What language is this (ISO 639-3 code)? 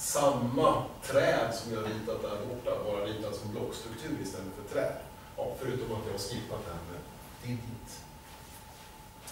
swe